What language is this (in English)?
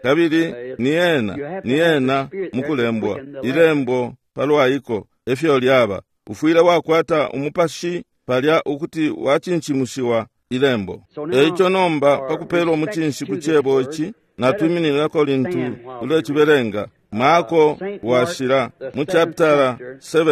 Bemba